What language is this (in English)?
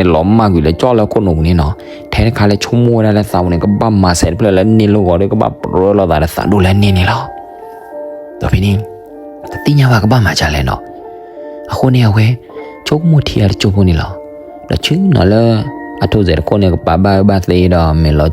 S'gaw Karen